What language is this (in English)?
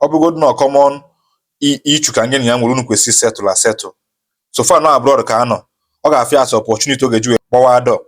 Igbo